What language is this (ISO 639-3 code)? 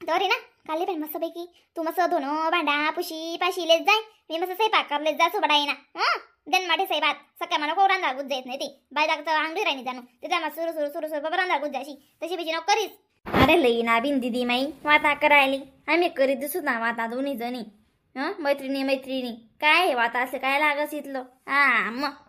khn